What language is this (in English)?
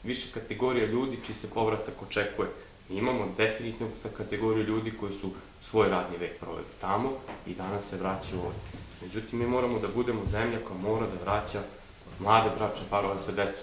Serbian